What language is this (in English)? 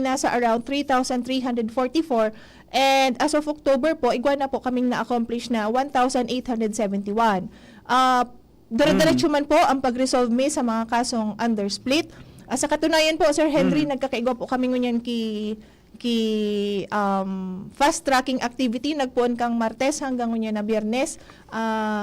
Bikol